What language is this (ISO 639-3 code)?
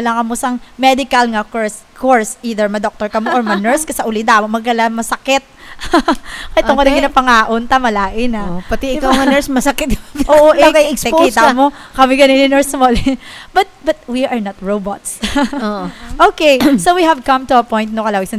hil